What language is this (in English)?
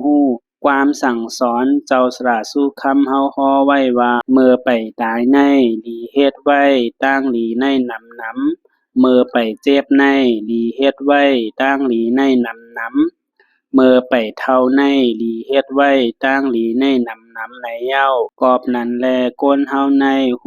Shan